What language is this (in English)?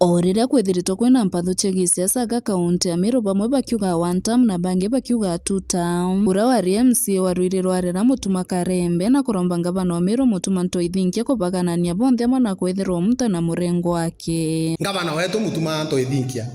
Meru